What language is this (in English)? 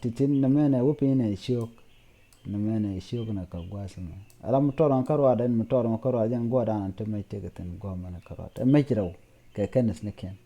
Nuer